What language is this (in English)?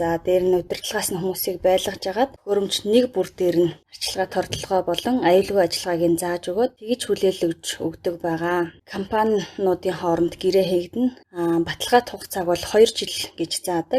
Mongolian